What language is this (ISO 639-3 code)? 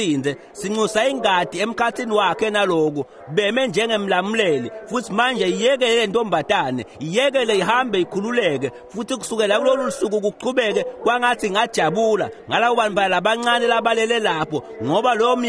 ssw